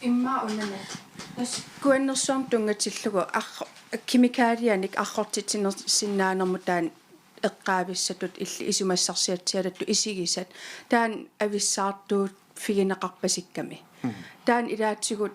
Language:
Kalaallisut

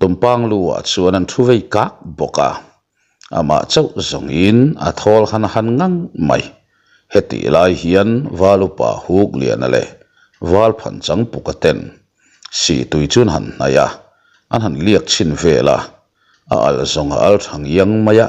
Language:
Mizo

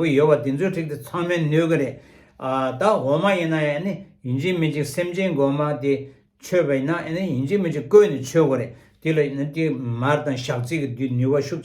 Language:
Tibetan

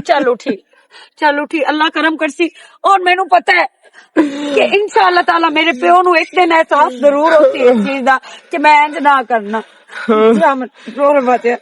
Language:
Western Panjabi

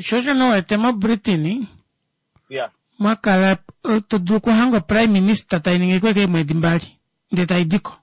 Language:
Kuanyama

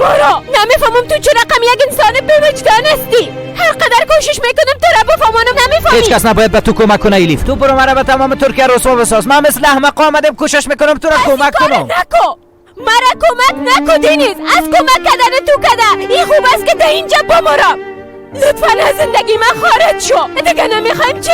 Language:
Persian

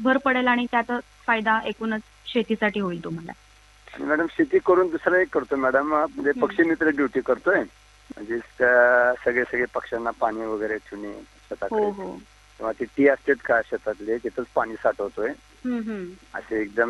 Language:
Marathi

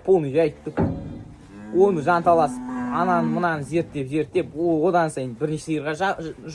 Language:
Kazakh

